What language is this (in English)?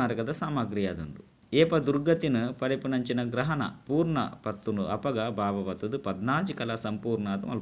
Tulu